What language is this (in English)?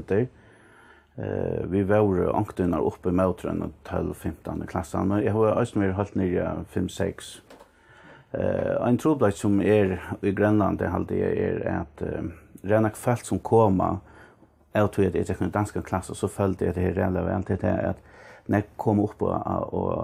Faroese